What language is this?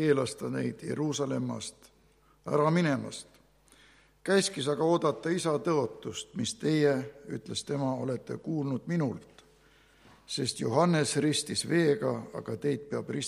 Estonian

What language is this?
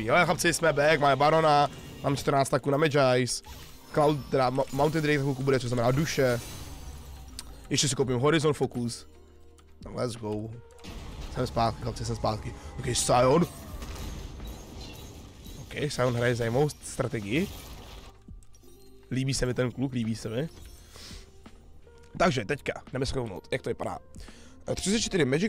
Czech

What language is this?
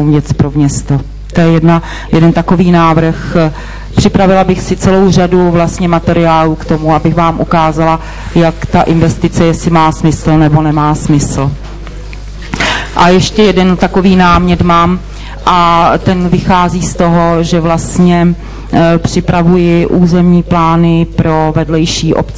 Czech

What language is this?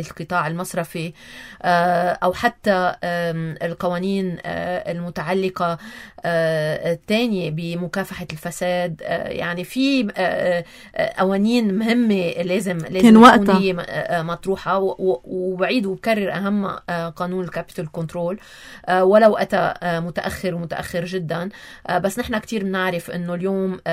North Levantine Arabic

